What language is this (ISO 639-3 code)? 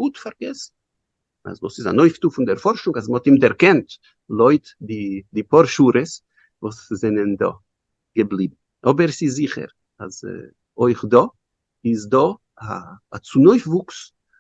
yid